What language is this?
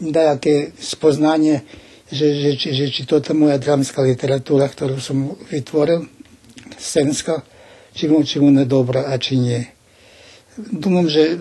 Rusyn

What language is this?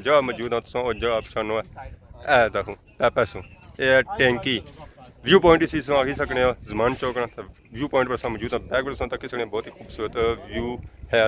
Pahari-Potwari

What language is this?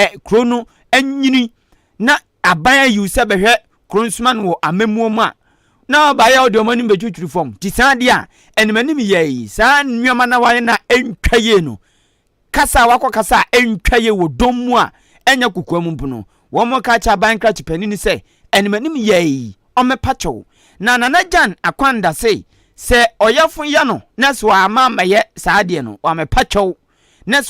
Akan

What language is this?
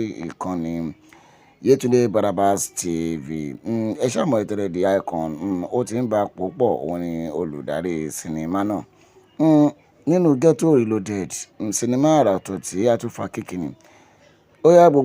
Yoruba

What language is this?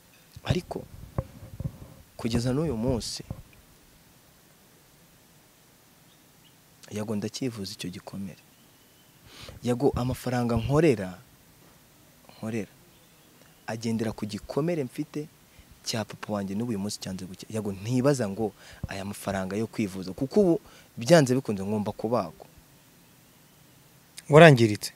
Kinyarwanda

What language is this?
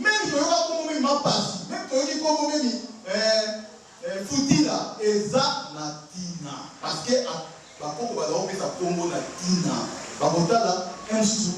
Lingala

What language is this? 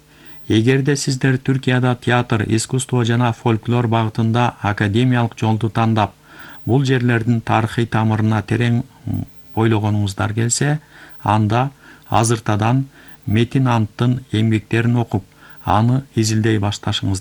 Kyrgyz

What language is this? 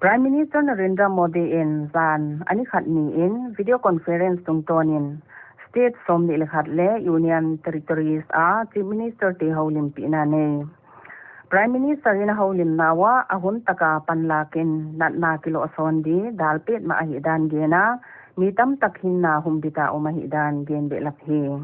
Paite Chin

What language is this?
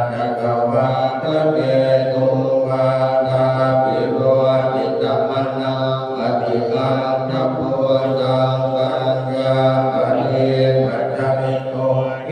Pali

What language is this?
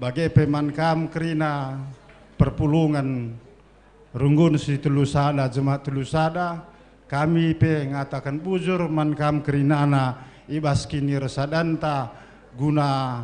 Batak Karo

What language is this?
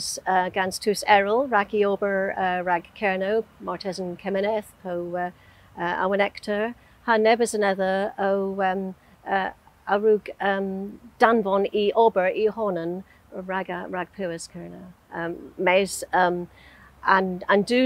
Cornish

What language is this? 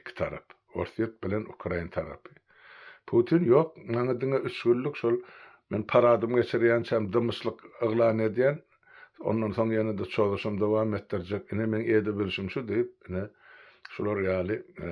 Turkmen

